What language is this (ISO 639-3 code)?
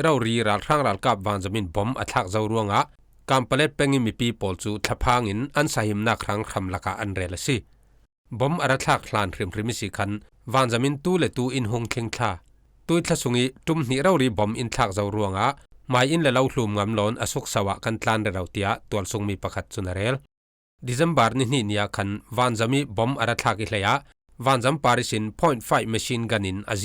cfm